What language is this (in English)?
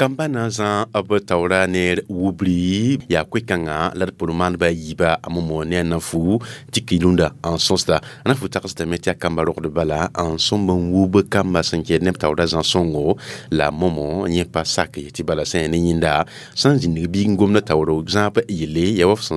Mossi